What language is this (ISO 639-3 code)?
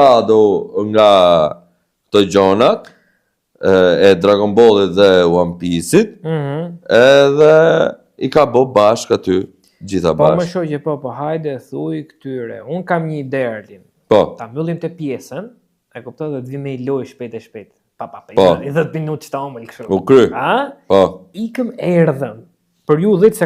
sqi